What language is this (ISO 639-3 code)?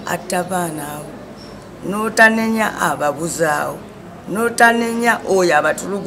lug